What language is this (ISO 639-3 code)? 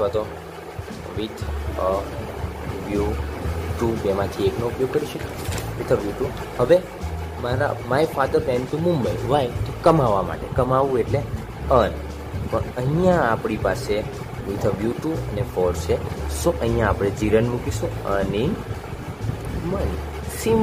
guj